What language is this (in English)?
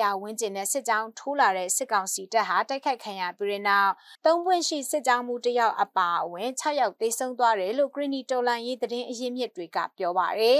Burmese